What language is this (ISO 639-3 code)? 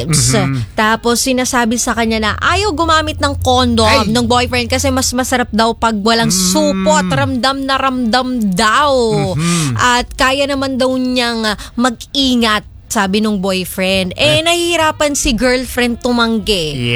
fil